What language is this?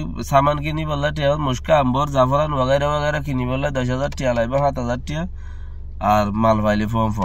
Rohingya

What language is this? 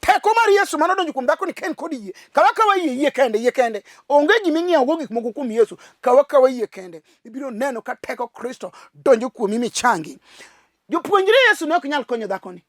Luo (Kenya and Tanzania)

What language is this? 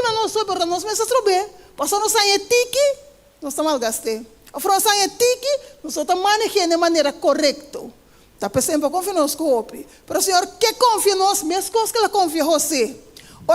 Papiamento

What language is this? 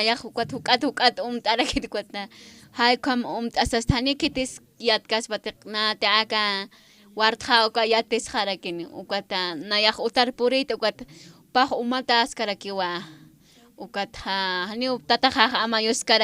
Aymara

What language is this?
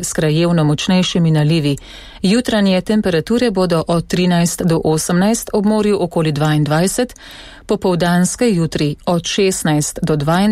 Slovenian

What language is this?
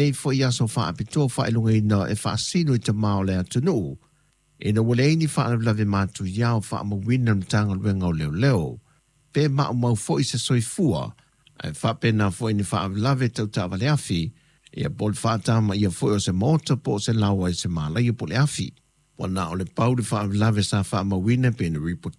Samoan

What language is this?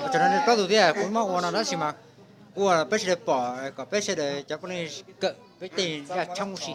Hmong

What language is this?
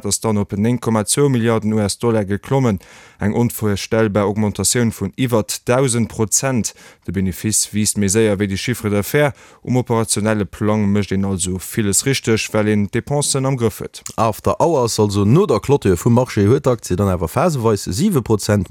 Luxembourgish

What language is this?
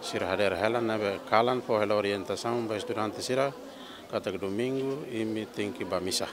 Tetum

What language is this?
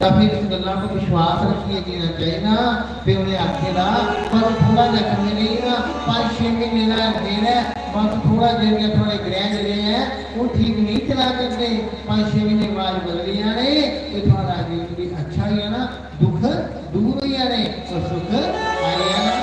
Dogri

